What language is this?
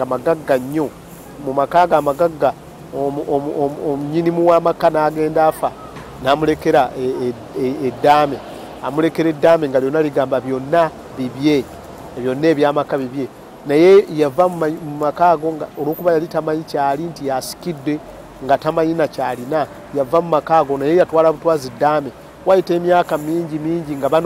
Ganda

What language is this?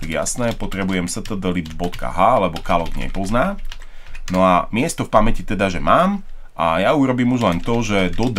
Slovak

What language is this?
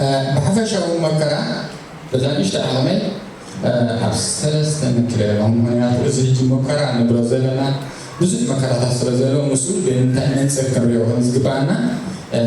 Tigrinya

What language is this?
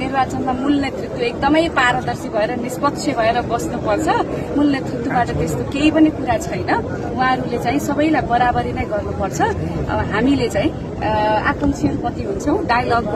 Nepali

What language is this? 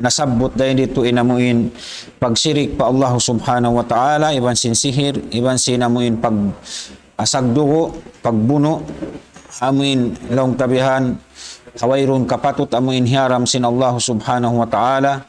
Tausug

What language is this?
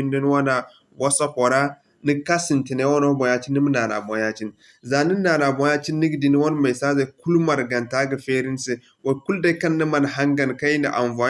Zarma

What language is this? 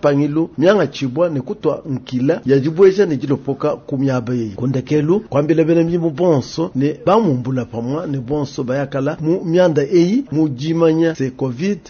Luba-Lulua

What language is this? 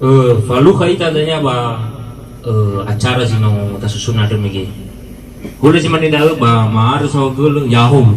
Nias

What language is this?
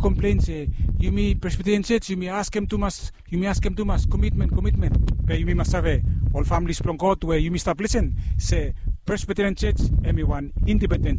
Bislama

